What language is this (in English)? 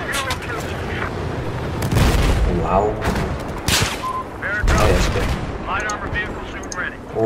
Danish